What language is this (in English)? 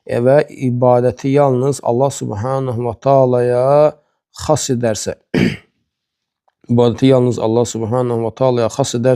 Azerbaijani